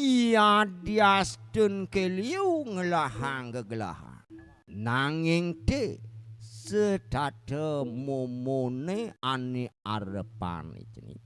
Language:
Balinese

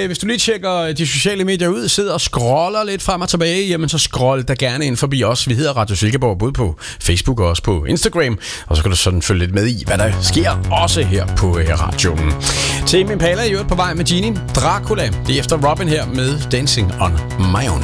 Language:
Danish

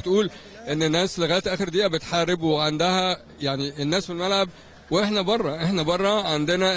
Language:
Egyptian Arabic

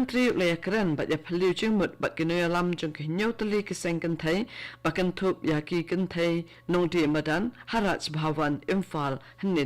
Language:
Khasi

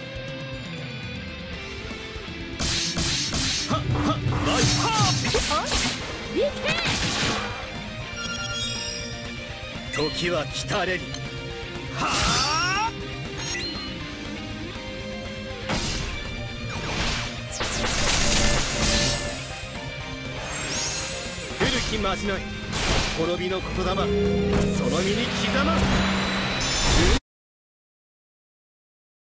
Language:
Japanese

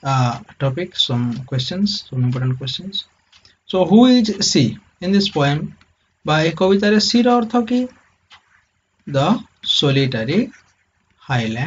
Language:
Odia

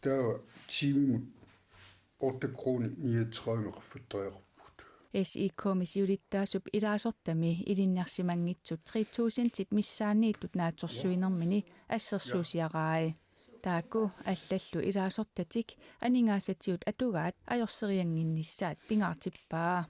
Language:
Kalaallisut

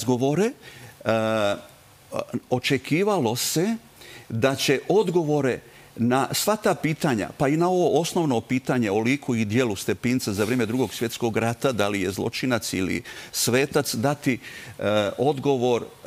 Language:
Serbian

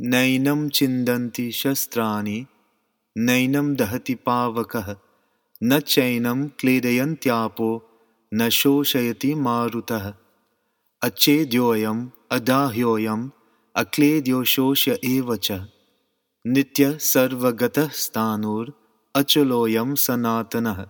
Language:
Sanskrit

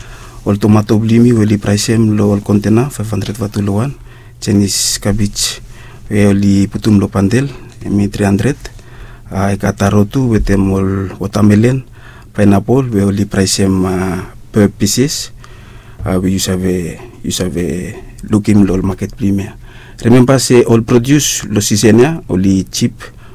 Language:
Bislama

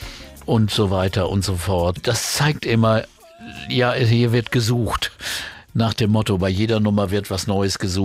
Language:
German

